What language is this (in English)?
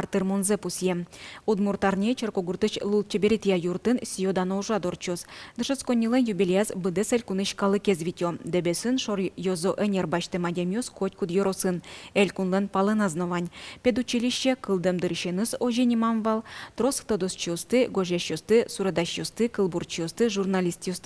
Udmurt